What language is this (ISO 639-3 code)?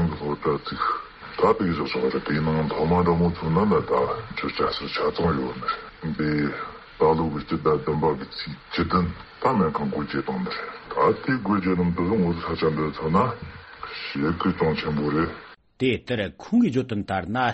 bod